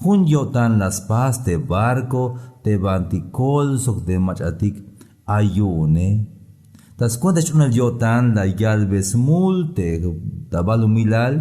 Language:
Tzeltal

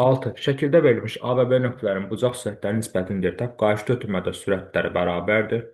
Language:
Azerbaijani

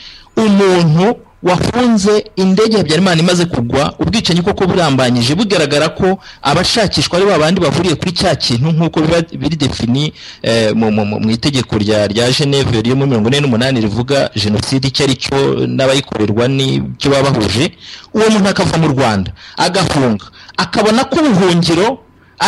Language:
Kinyarwanda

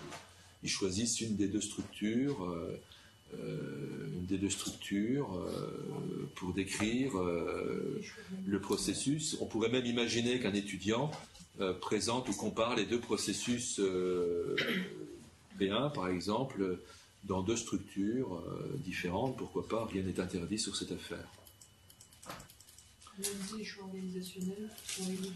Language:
French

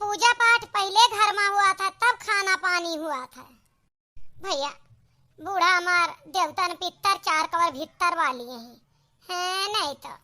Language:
Awadhi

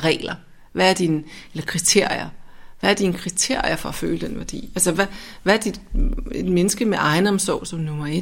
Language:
Danish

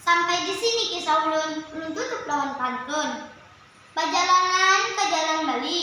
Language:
Banjar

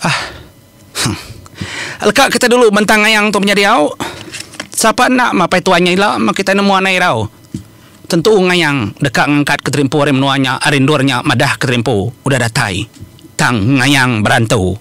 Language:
Iban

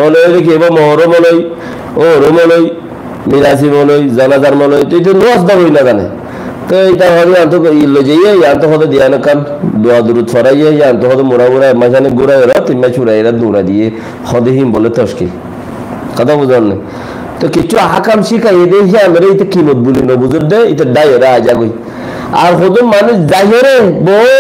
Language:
Rohingya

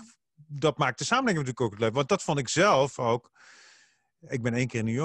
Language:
Dutch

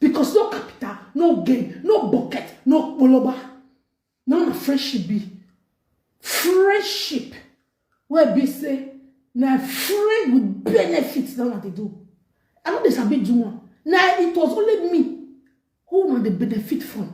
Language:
Nigerian Pidgin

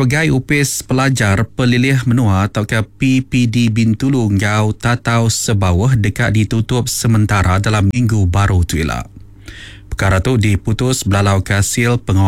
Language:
Iban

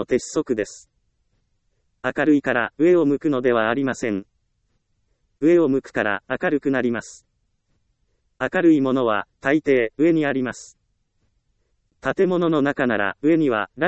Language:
Japanese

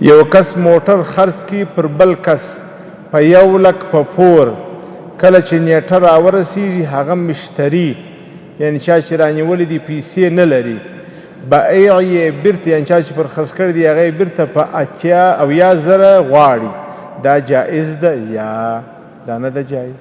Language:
Pashto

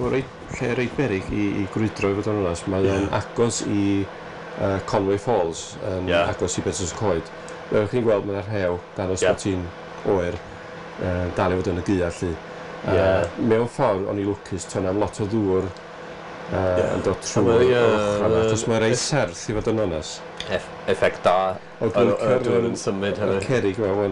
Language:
Welsh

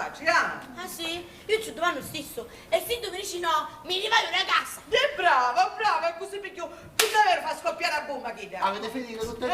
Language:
Sicilian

